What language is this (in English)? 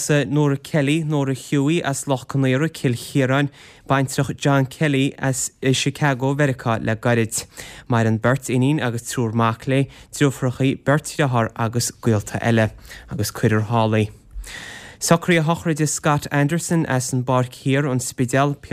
Irish